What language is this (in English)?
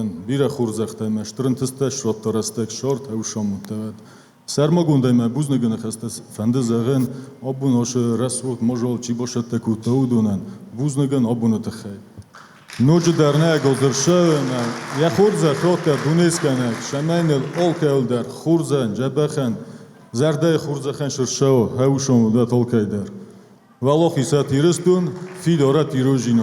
Ossetic